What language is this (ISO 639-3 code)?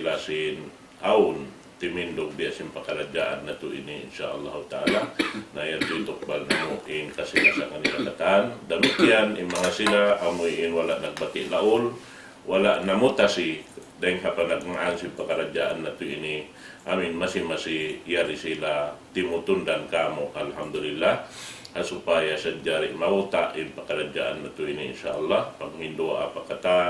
tsg